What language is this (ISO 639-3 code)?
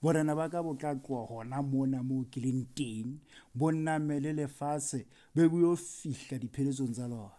sot